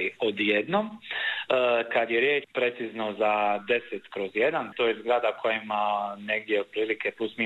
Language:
Croatian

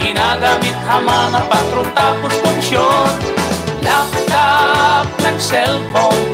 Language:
Waray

